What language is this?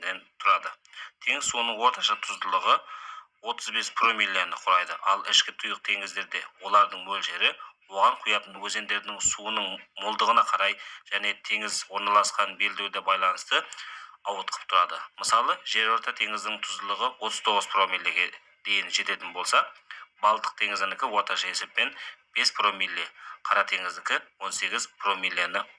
Kyrgyz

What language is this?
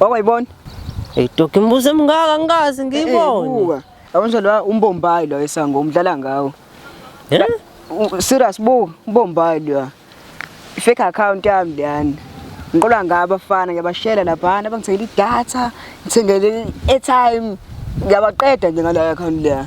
Zulu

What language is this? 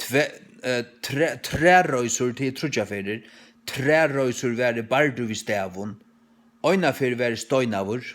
Faroese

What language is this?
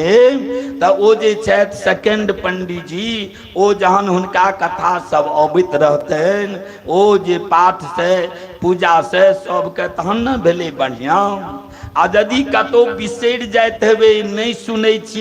Maithili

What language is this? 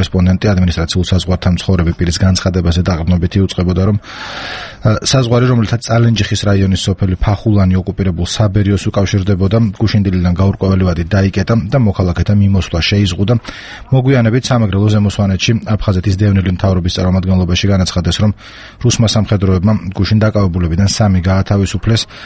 Georgian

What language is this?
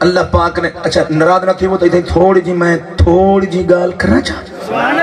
Saraiki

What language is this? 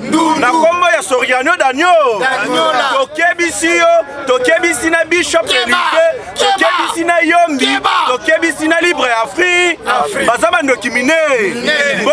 Lingala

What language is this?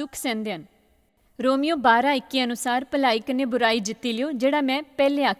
Dogri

